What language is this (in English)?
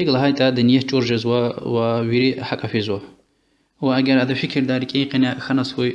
Lezghian